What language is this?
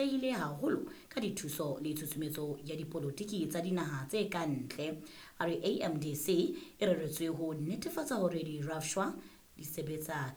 Southern Sotho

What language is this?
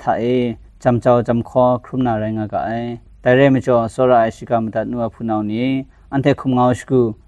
Kachin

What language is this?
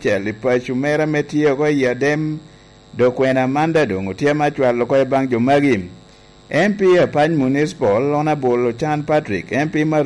Lango (Uganda)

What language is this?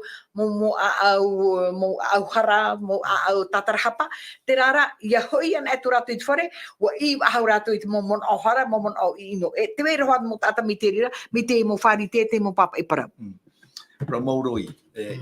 Tahitian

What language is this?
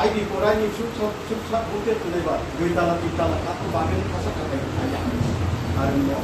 Riang (India)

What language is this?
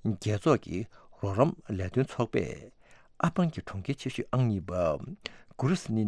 Tibetan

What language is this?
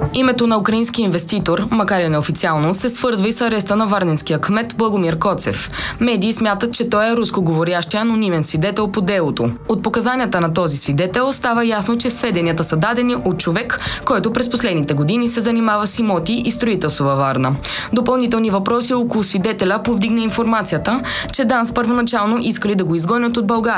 Bulgarian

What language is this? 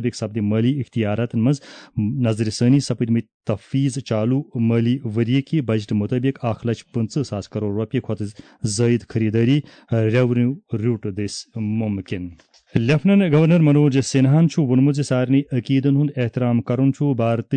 Kashmiri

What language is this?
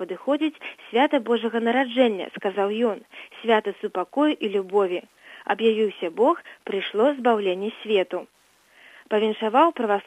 Belarusian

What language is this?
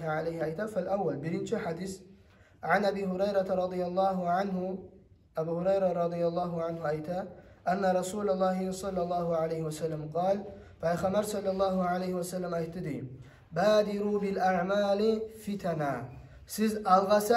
Kumyk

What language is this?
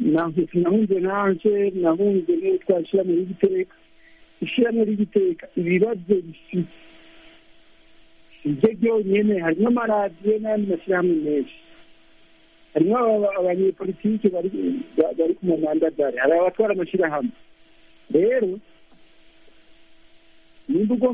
Kinyarwanda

